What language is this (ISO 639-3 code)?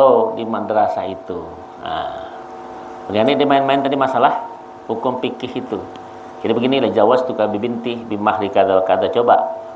bjn